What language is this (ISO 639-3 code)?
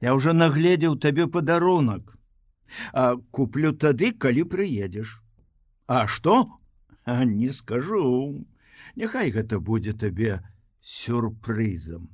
bel